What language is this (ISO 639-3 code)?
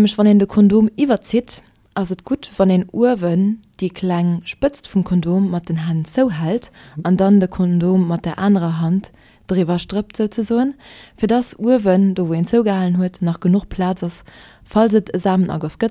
ltz